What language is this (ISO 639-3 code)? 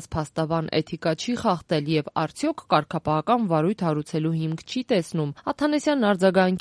hye